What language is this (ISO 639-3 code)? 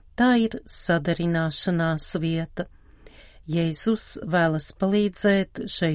lav